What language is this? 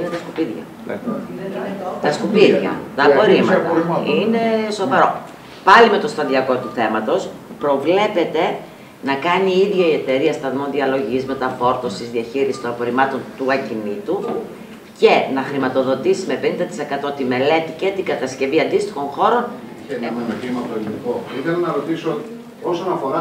Greek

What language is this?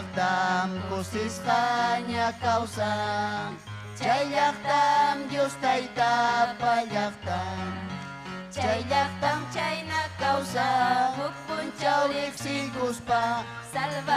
Ayacucho Quechua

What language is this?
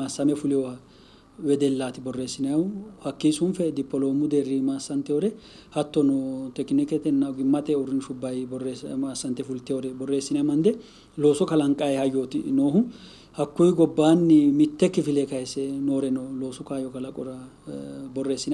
Sidamo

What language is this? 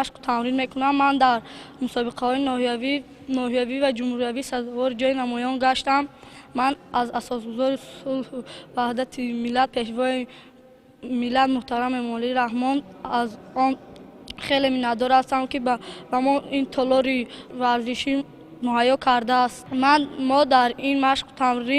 Tajik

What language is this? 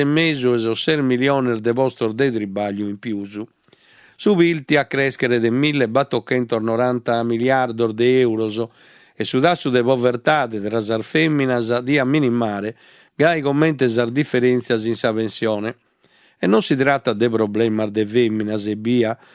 Sardinian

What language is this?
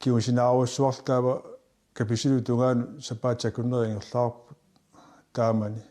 Kalaallisut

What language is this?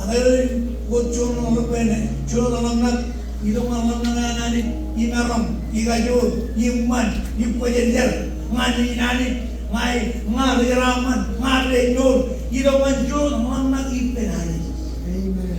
Marshallese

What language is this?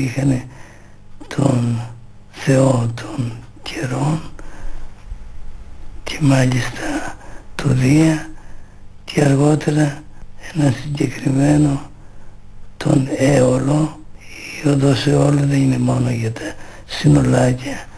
Greek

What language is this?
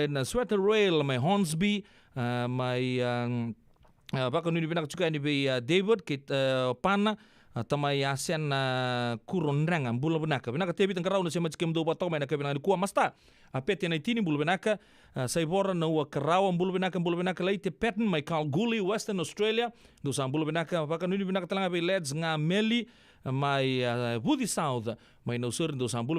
Fijian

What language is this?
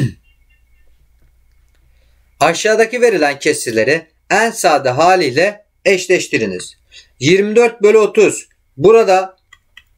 Turkish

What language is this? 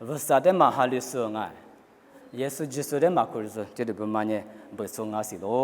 Lisu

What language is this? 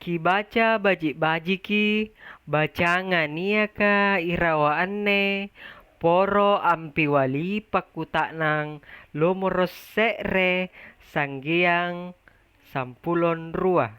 Makasar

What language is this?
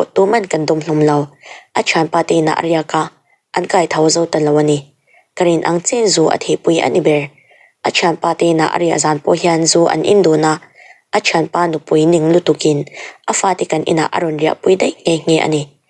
Mizo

